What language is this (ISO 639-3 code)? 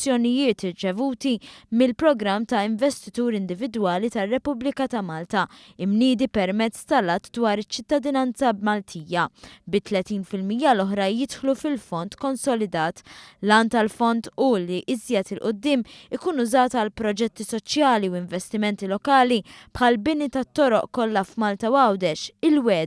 mlt